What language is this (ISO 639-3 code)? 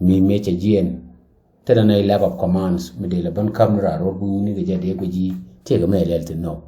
nus